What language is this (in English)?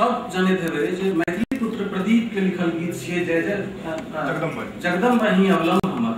Maithili